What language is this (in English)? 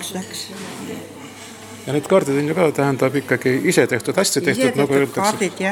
Estonian